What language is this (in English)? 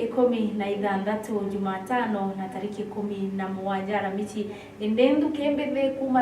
Meru